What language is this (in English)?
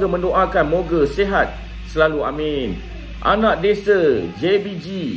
Malay